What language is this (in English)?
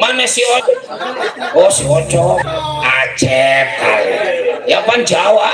Betawi